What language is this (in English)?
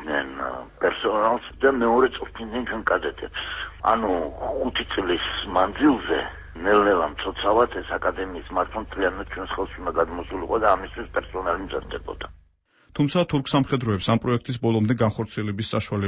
Georgian